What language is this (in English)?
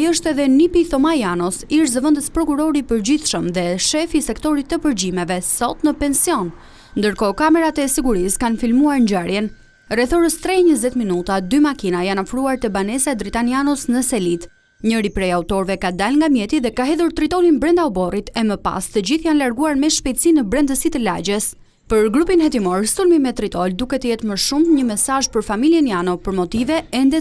Albanian